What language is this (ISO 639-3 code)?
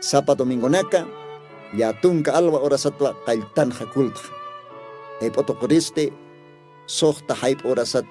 aym